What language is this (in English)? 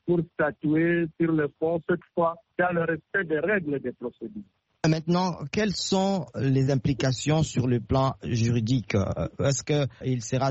French